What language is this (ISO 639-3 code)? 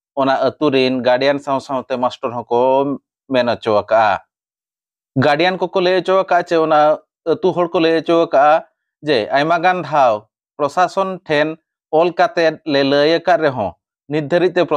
sat